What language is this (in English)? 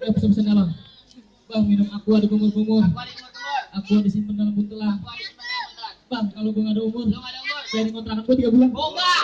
Betawi